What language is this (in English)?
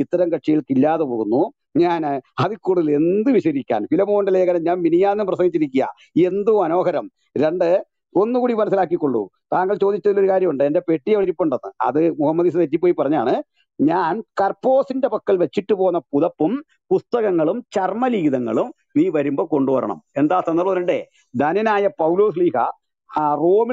Malayalam